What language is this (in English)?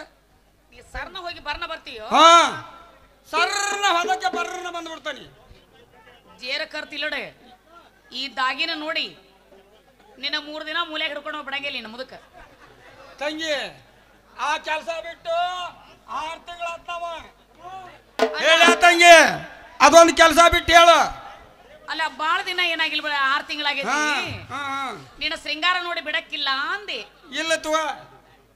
Kannada